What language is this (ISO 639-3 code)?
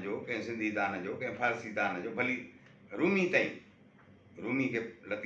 snd